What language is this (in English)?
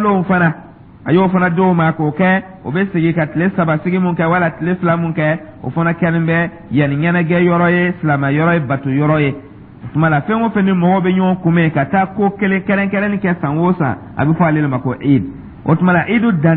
Dyula